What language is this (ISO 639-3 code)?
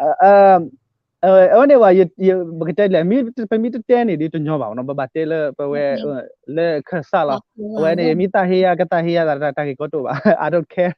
ksw